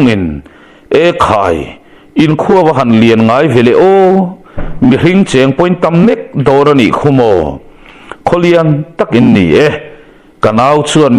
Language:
Mizo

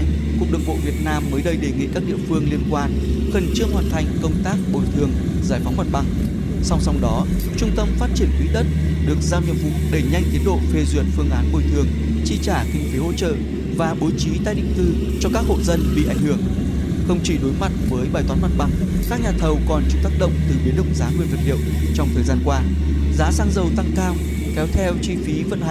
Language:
Vietnamese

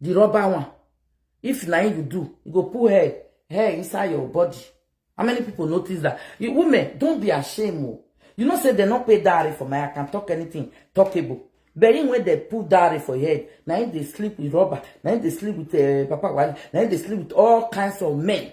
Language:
Nigerian Pidgin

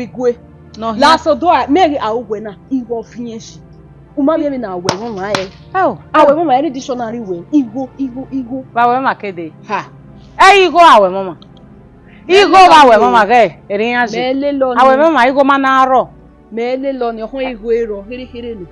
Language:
Bini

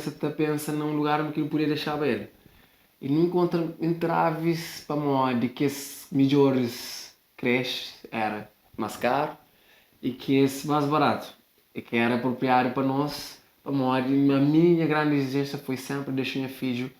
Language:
Kabuverdianu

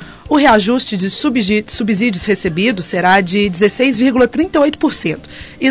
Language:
Portuguese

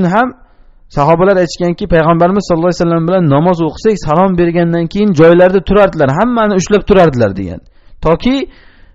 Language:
Uzbek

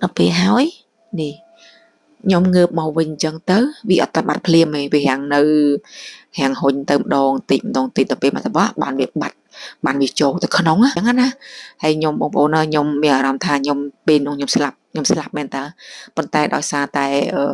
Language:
Khmer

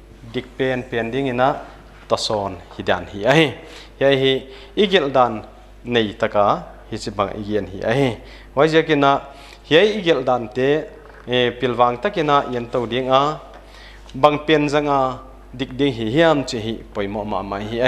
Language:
Paite Chin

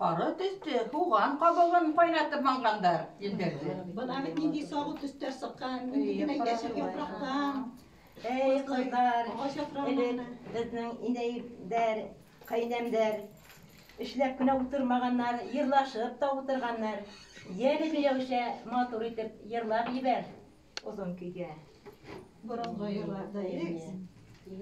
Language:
Bashkir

